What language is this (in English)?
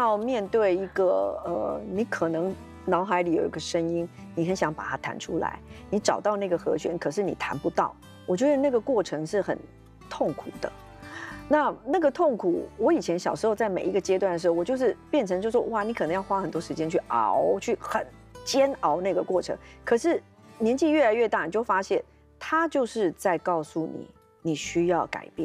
Chinese